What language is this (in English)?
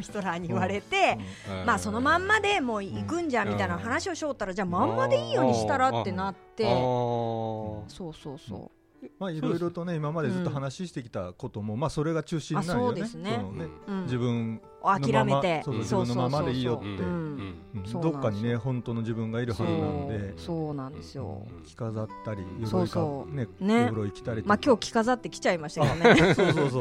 Japanese